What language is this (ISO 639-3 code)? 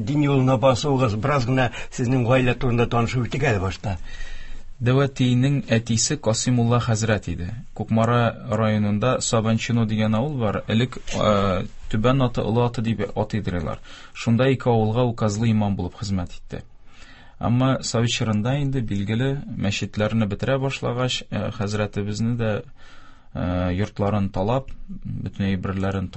tat